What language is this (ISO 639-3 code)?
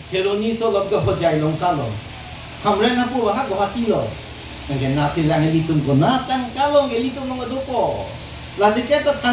mjw